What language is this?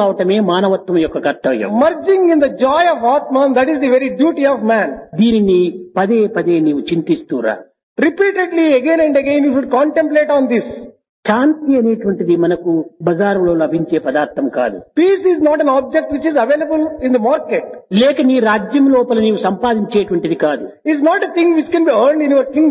Telugu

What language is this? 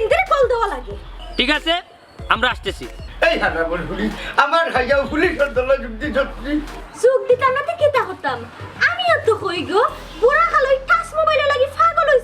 Sylheti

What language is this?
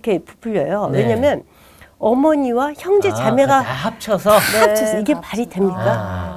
Korean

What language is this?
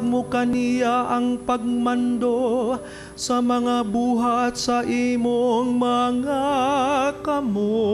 Cebuano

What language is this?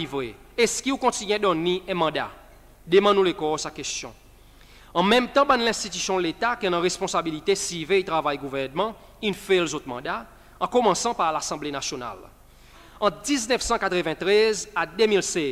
Seselwa Creole French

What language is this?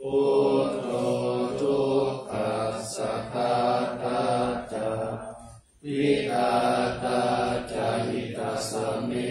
Pali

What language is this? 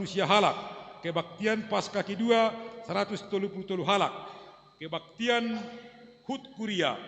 Batak Simalungun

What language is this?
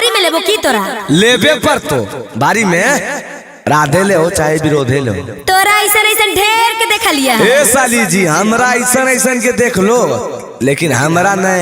Magahi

